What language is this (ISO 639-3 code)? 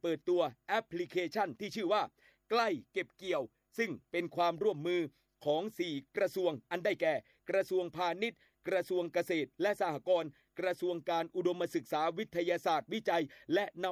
tha